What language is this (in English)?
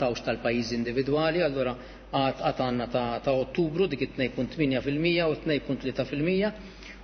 Maltese